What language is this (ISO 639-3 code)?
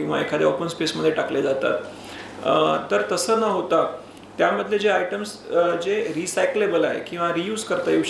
mar